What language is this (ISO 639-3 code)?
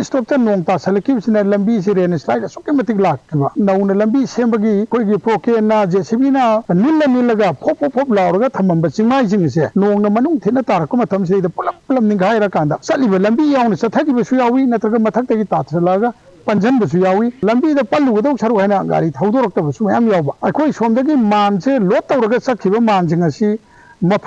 mni